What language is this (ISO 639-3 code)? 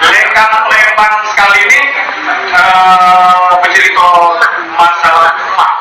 mui